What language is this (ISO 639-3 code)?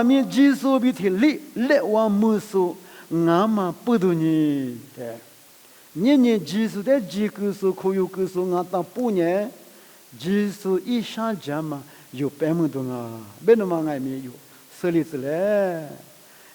lis